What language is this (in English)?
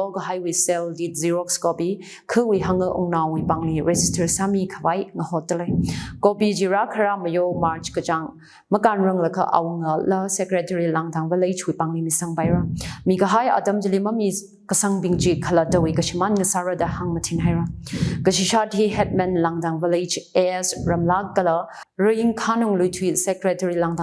Tangkhul Naga (India)